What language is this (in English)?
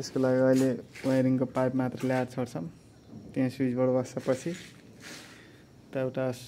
Nepali